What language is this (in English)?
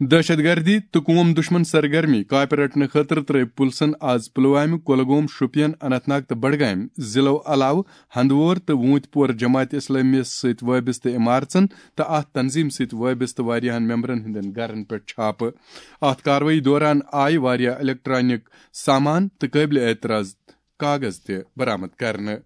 Kashmiri